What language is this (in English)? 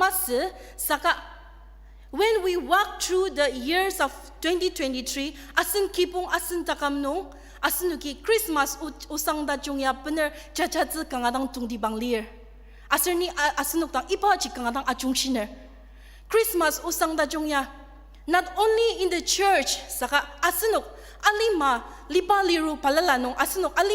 Ao Naga